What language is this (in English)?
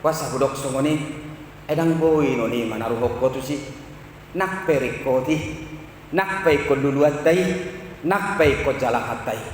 Batak Toba